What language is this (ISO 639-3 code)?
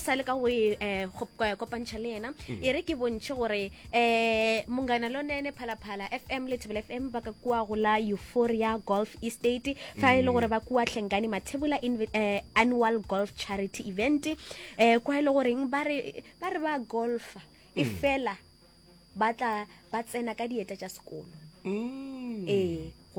nso